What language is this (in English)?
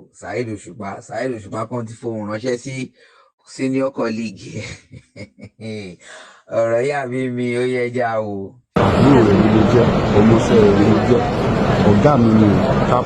Yoruba